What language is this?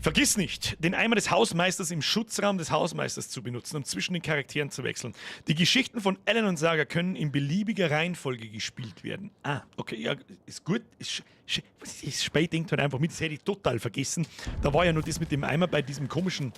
Bavarian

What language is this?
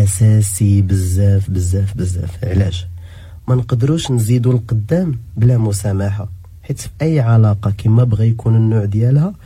Moroccan Arabic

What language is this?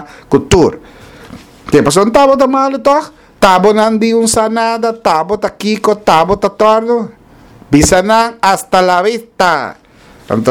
Papiamento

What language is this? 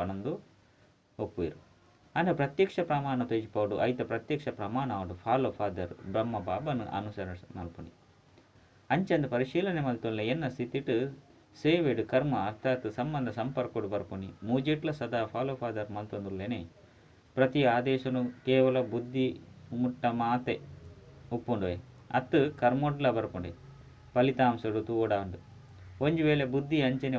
Tulu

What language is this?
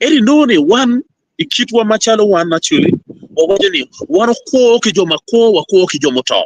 Acoli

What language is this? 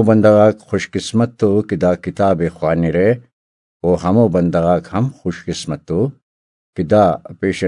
Brahui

